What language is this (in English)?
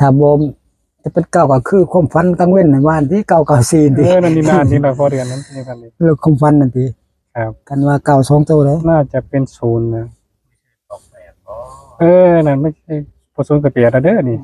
Northeastern Thai